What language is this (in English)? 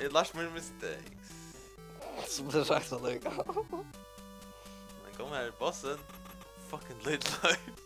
Faroese